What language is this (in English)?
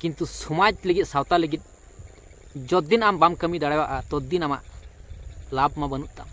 Santali